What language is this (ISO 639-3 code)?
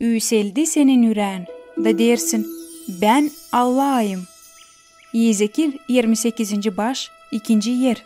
gag